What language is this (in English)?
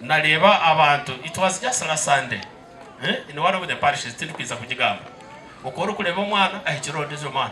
Nyankole